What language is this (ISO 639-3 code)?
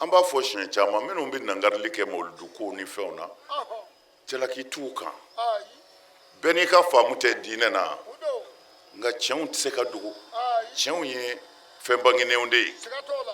bam